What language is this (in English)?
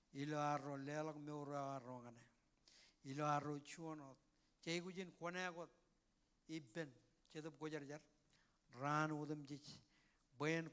Marshallese